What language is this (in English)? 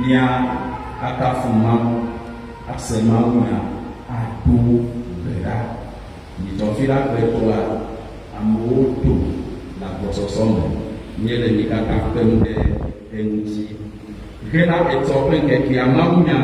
Ewe